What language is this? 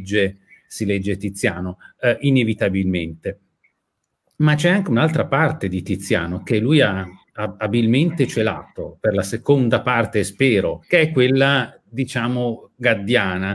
Italian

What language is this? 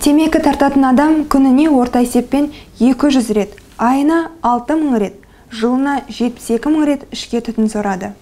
Kazakh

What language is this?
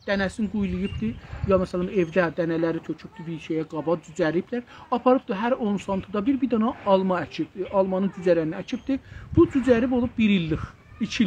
South Azerbaijani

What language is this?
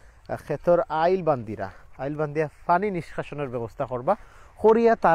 Sylheti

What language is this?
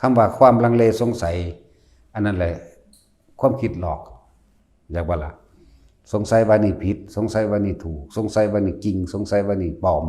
Northeastern Thai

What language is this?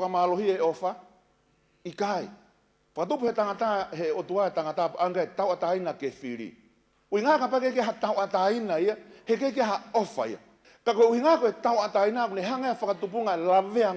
Tongan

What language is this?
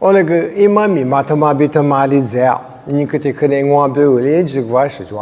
Lisu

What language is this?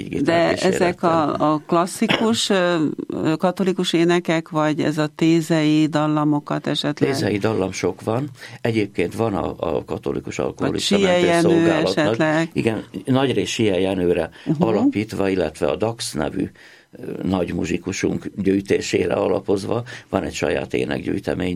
Hungarian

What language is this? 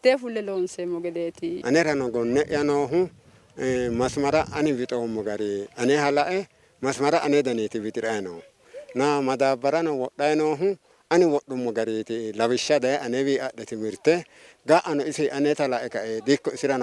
Sidamo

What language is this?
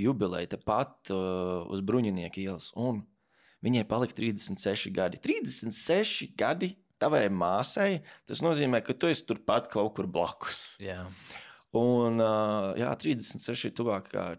Latvian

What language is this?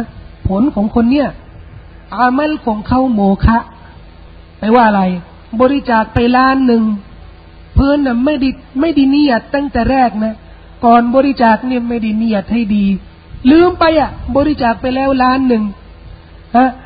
Thai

